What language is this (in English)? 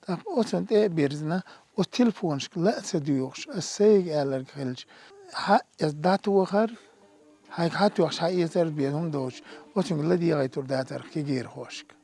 Chechen